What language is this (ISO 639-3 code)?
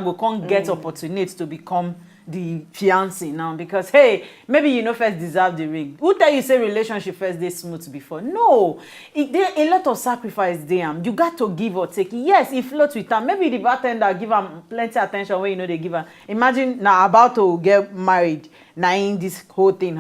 pcm